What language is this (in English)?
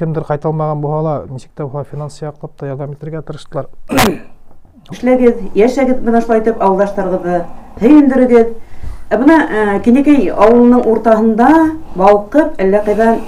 Bashkir